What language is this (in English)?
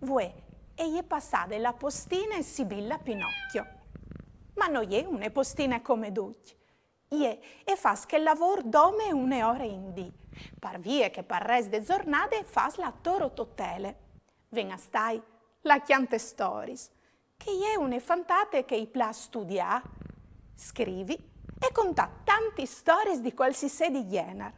Friulian